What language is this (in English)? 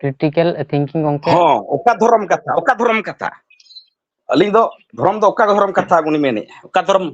Santali